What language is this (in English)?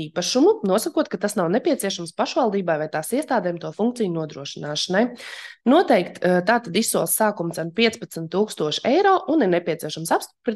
Latvian